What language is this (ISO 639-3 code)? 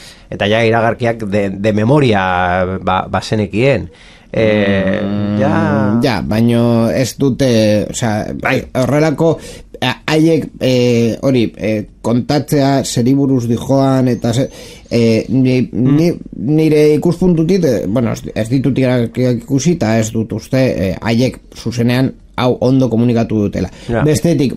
eus